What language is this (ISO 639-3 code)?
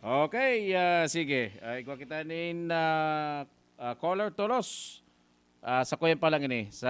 bik